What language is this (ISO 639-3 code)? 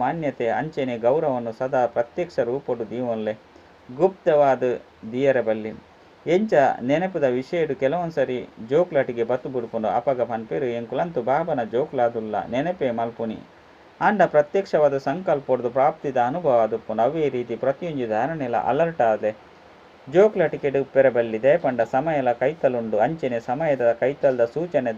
tcy